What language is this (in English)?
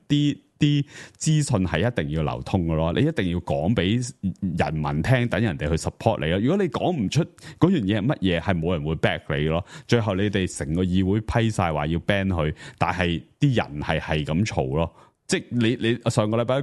Cantonese